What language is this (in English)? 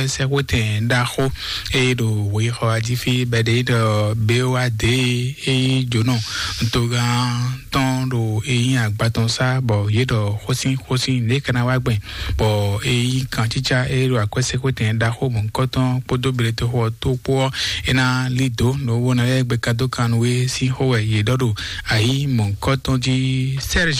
Fon